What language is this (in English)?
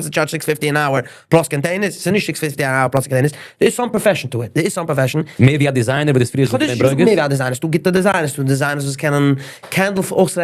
Yiddish